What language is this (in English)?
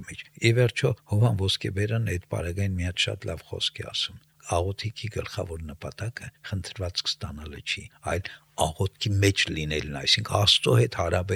Armenian